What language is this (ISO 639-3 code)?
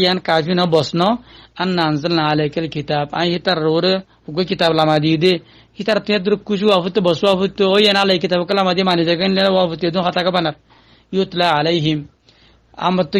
rhg